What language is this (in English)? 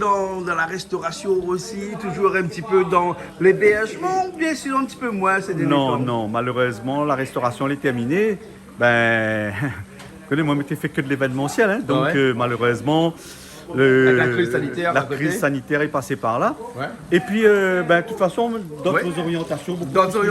Réunion Creole French